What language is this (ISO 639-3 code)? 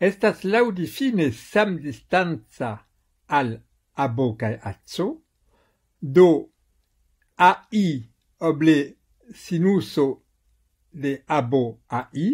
epo